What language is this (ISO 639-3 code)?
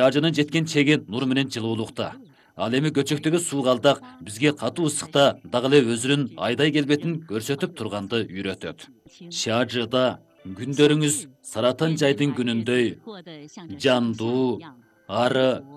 kir